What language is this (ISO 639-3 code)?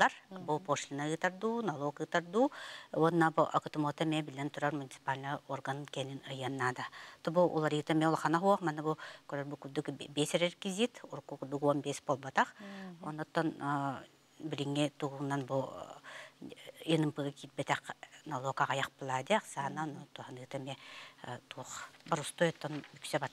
sah